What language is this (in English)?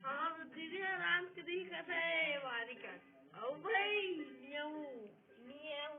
Chhattisgarhi